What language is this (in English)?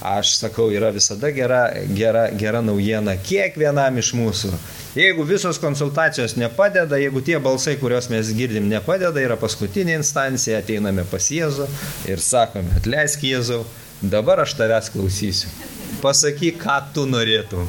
Lithuanian